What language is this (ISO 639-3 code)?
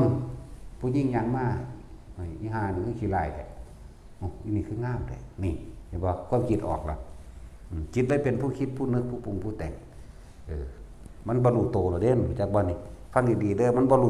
tts